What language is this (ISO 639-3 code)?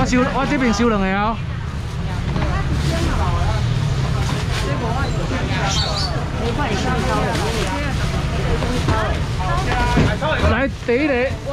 zho